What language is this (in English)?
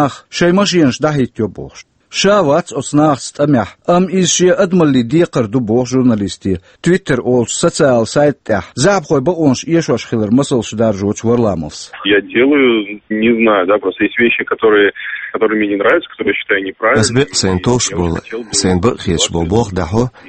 Chechen